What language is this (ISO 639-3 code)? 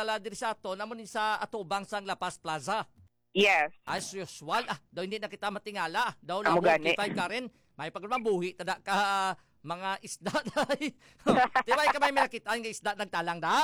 hil